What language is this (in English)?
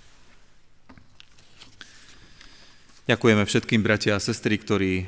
Slovak